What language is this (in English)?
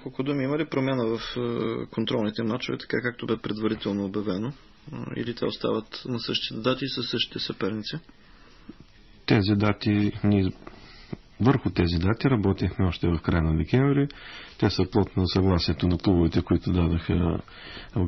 Bulgarian